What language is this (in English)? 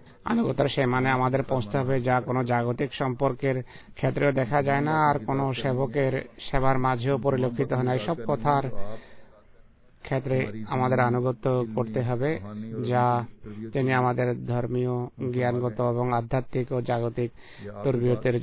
Bangla